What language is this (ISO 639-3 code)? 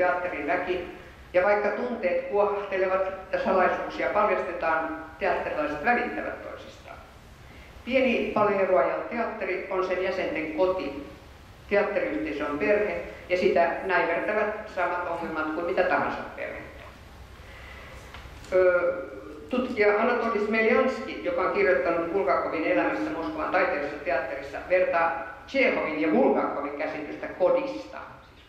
fin